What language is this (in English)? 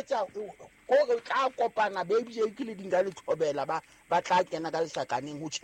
Southern Sotho